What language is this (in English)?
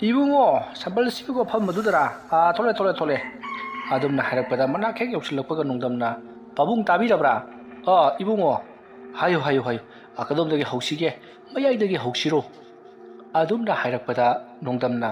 Manipuri